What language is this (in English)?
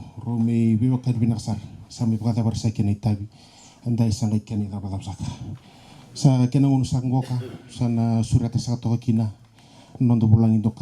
Fijian